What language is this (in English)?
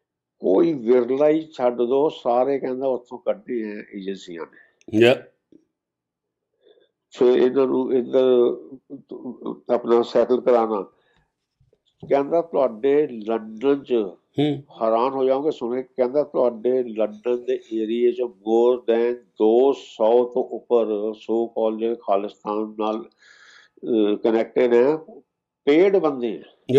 Punjabi